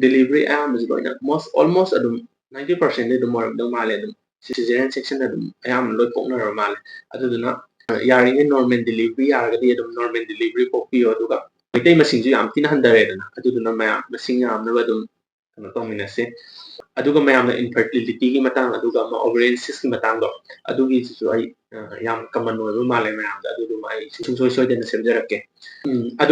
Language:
Manipuri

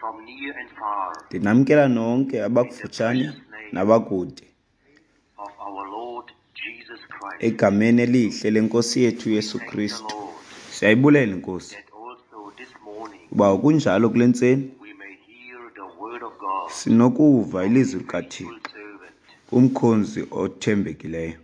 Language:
Xhosa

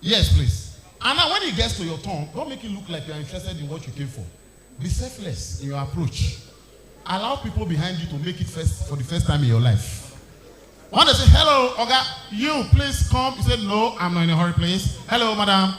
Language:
Nigerian Pidgin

